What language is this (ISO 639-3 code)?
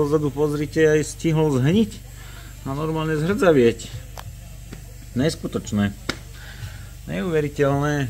slk